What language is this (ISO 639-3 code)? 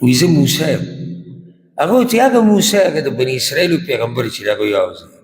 pus